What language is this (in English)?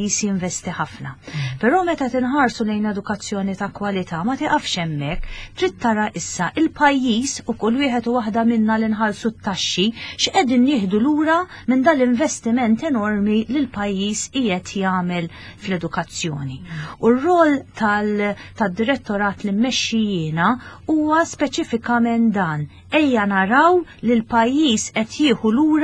Maltese